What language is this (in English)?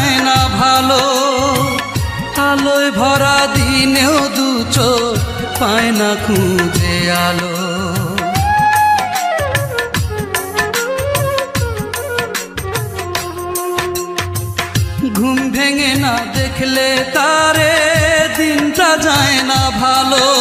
Bangla